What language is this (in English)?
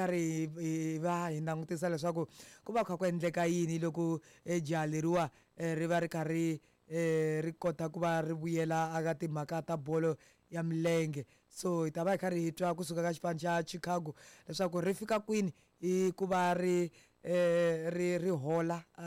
Tsonga